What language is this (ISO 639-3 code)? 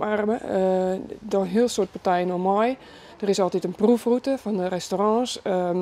fry